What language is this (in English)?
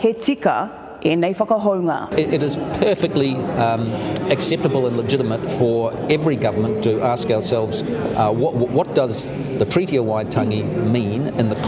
Māori